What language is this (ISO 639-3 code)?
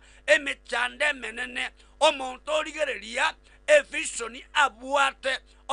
guz